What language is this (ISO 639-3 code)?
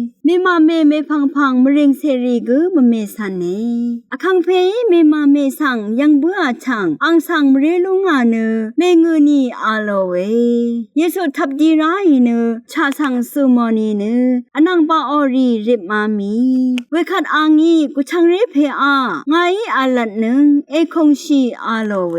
raw